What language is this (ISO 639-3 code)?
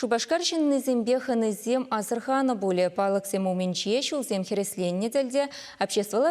chv